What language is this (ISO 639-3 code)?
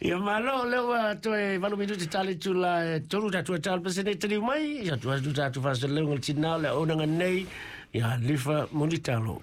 smo